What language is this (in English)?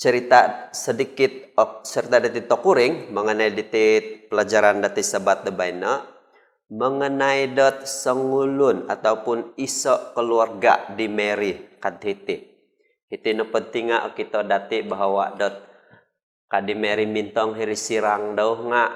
Central Dusun